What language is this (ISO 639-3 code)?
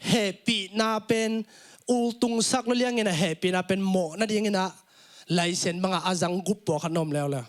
ctd